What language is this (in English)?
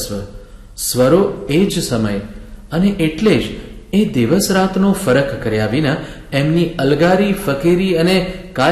Gujarati